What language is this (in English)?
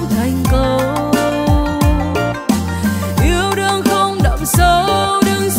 Vietnamese